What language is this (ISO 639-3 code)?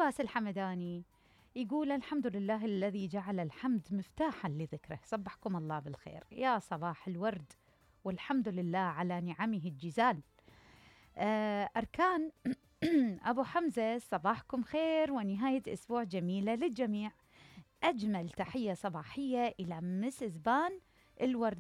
acm